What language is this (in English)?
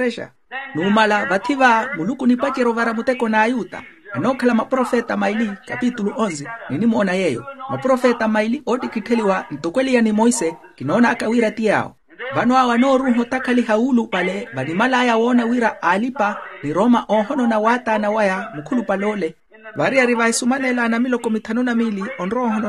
Makhuwa